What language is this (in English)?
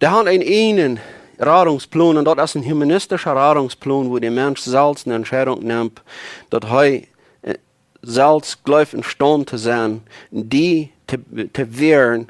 Plautdietsch